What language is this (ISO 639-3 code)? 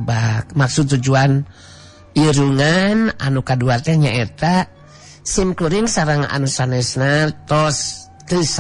sun